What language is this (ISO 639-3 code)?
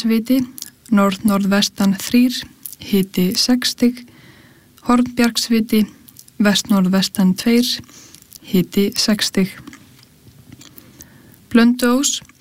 isl